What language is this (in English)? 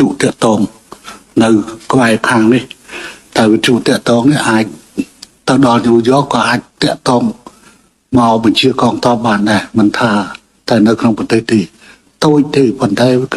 Khmer